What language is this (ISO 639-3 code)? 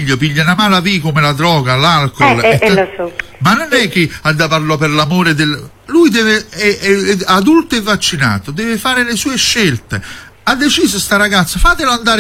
ita